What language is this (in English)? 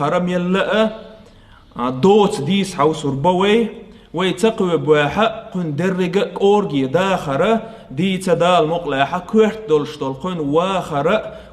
Chechen